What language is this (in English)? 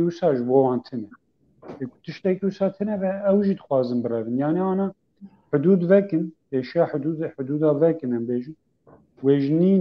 Kurdish